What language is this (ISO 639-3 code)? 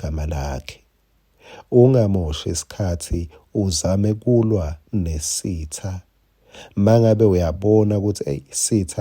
ssw